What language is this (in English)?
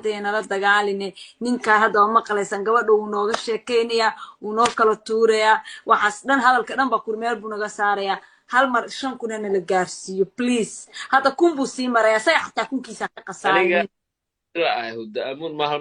Somali